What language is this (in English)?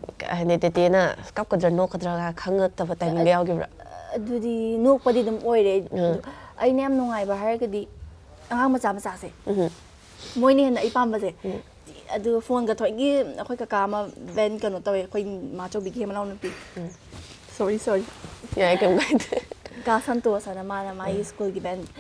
Manipuri